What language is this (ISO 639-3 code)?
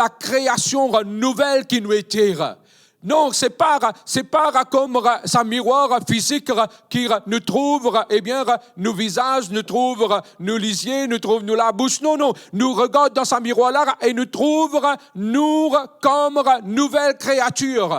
mfe